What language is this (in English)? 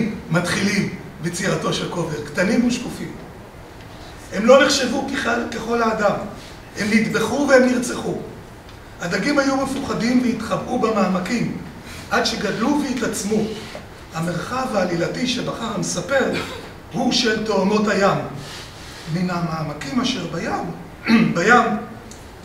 Hebrew